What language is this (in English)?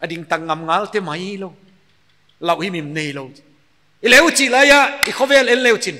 Paite Chin